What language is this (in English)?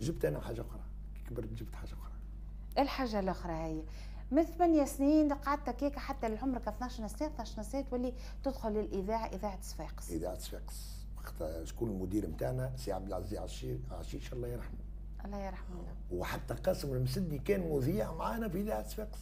Tunisian Arabic